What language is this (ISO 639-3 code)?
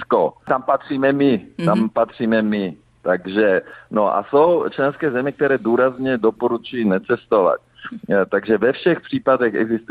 ces